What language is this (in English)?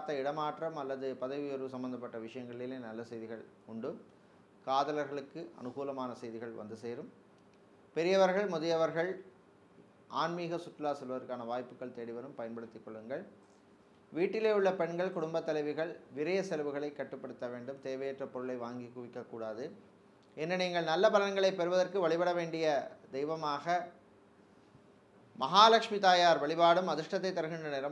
Tamil